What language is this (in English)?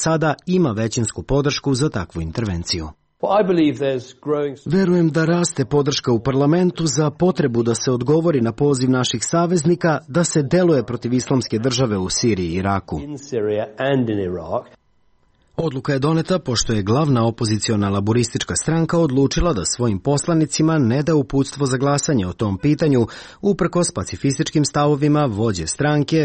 Serbian